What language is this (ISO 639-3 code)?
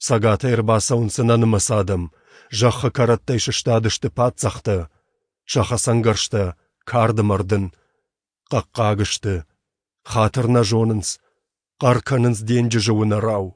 oss